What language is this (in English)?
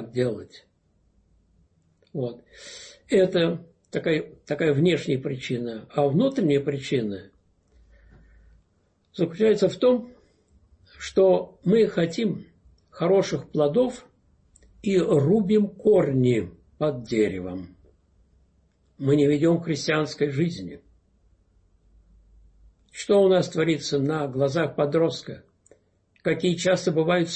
Russian